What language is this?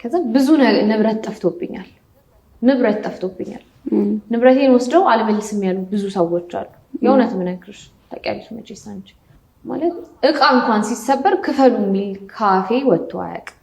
Amharic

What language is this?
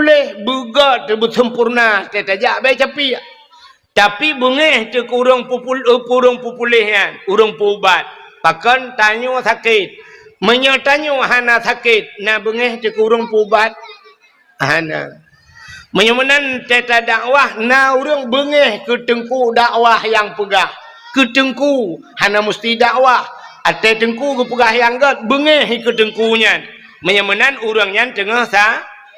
Achinese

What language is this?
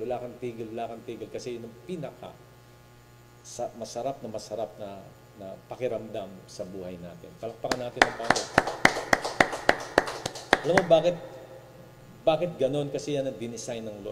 Filipino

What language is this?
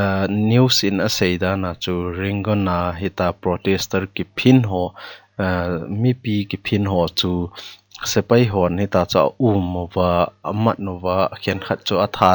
Thado Chin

